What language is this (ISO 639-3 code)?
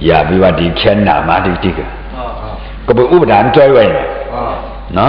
shn